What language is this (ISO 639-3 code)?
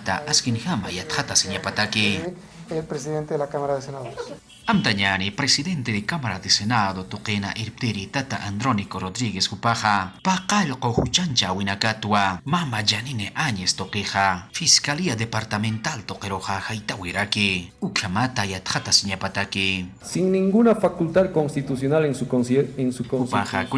aym